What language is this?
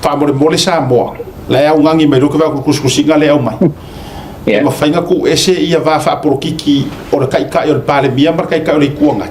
Samoan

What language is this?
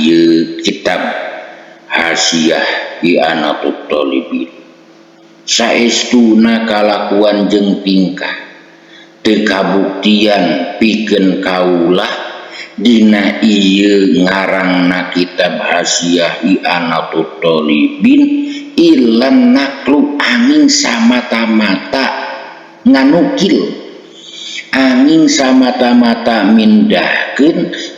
Sundanese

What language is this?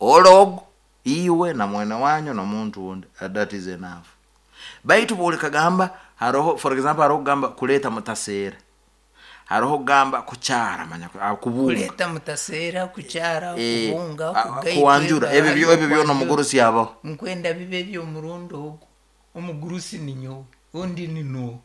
Nyoro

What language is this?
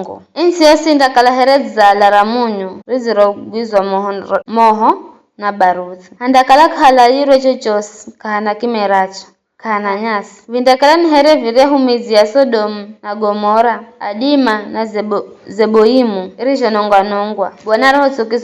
Giryama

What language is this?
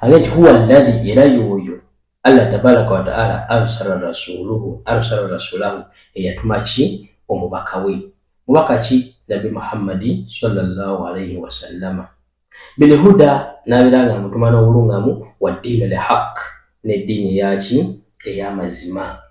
Ganda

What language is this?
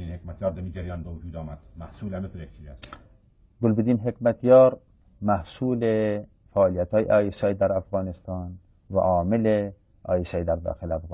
Persian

